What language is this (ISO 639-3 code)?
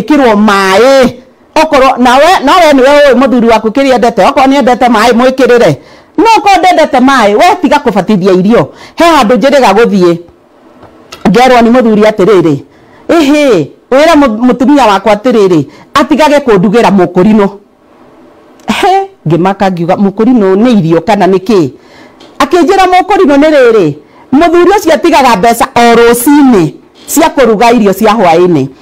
kik